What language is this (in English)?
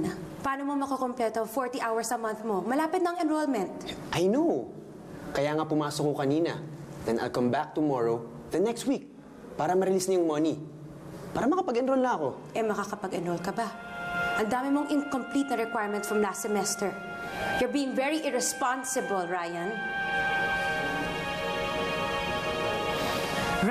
Filipino